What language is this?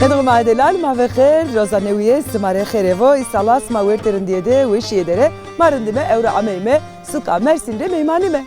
Zaza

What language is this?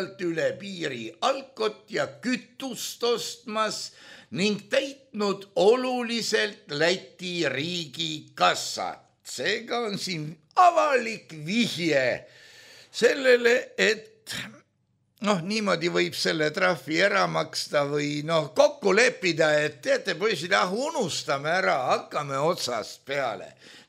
Estonian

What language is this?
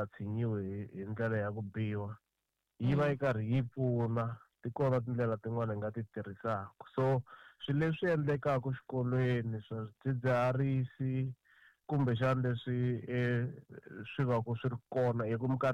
Tsonga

